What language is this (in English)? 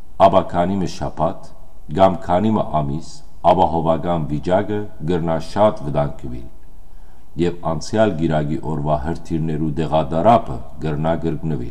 Western Armenian